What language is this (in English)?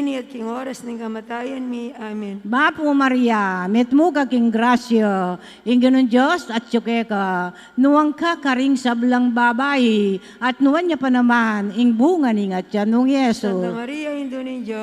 Pampanga